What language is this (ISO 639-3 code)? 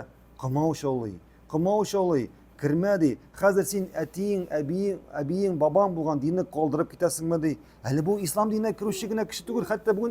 tat